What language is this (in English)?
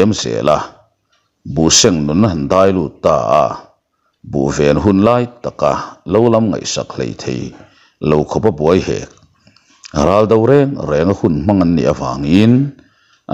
Mizo